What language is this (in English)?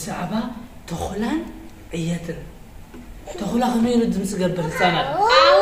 Tigrinya